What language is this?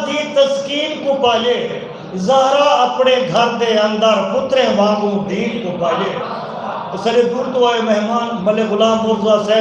Saraiki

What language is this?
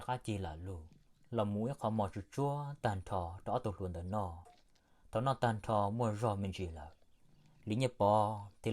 Hmong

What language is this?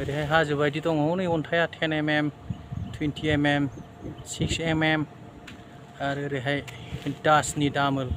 Bodo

